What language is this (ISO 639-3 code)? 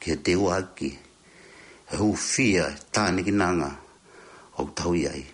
ton